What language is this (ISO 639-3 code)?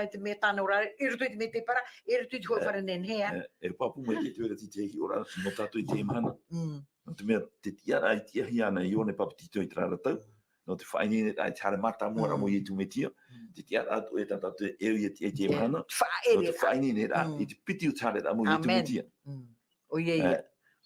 tah